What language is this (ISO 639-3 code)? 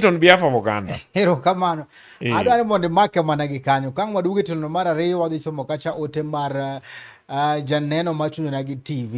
luo